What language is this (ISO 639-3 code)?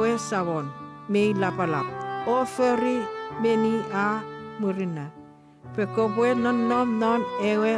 chk